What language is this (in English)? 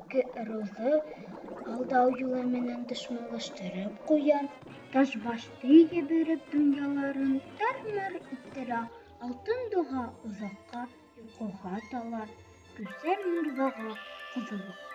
Bashkir